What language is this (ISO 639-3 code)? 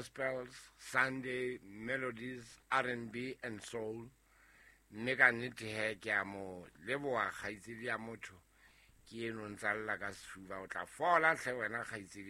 sot